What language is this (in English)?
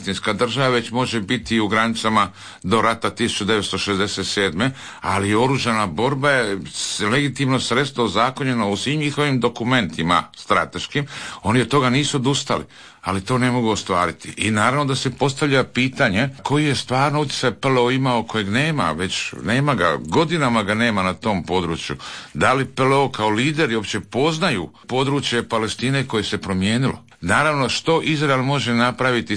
Croatian